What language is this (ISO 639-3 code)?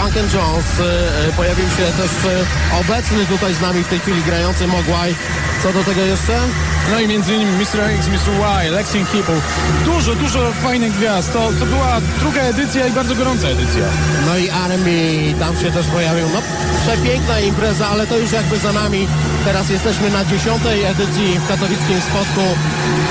pol